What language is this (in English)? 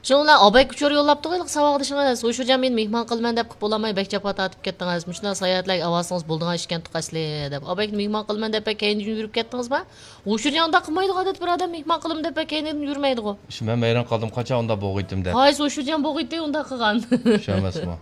Uyghur